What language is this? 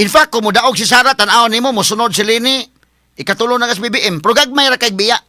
Cebuano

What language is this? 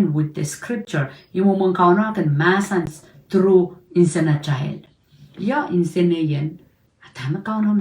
Pohnpeian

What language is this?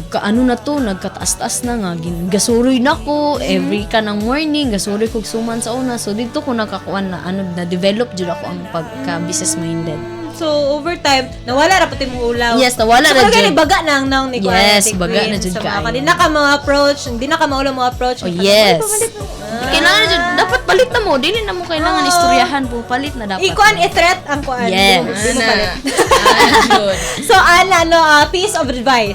Cebuano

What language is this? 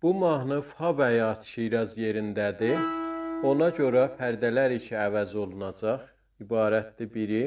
South Azerbaijani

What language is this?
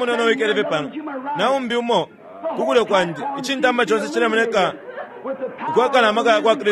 Bemba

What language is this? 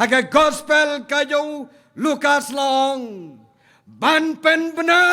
Khasi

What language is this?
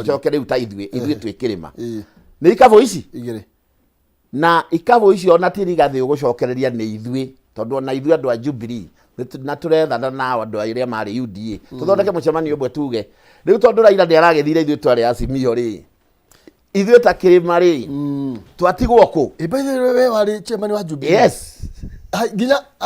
Kikuyu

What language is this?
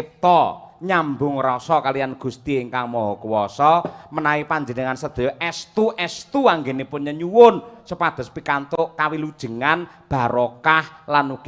Javanese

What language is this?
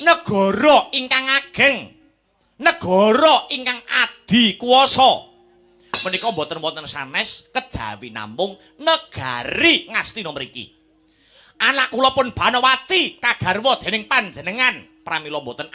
Javanese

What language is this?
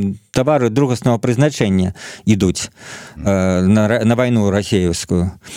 Belarusian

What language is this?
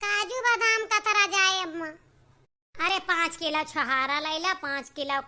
Awadhi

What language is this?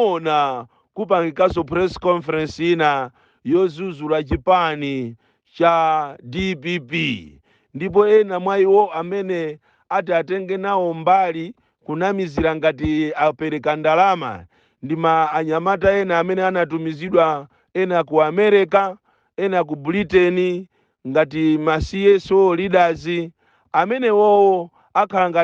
Nyanja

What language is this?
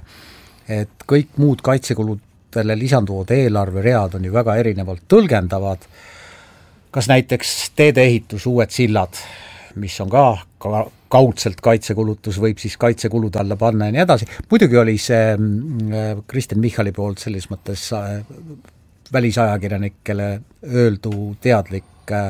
Estonian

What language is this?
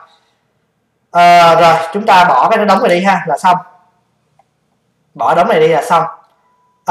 Vietnamese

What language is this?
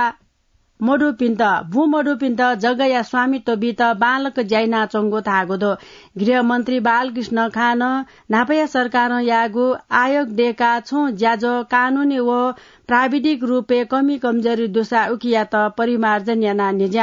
Newari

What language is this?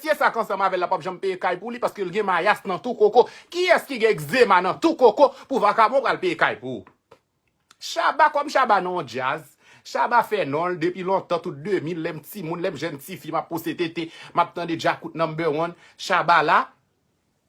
Haitian Creole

